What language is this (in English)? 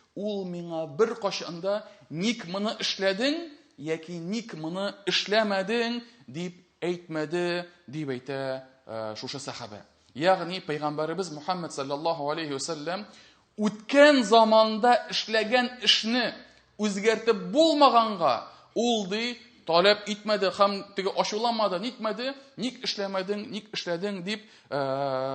Tatar